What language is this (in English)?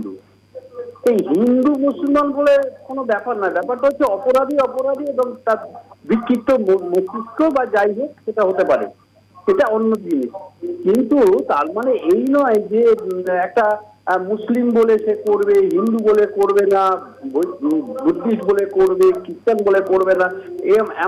Bangla